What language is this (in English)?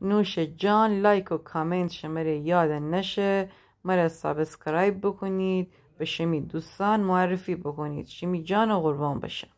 Gilaki